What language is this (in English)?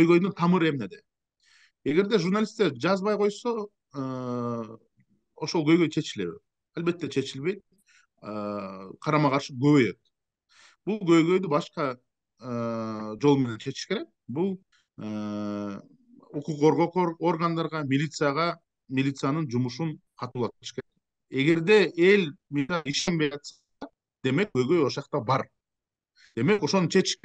Kyrgyz